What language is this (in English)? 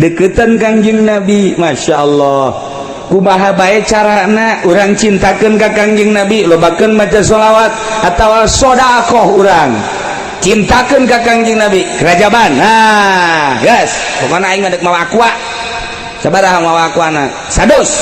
Sundanese